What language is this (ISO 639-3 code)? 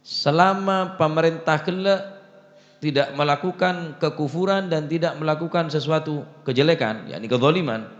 mad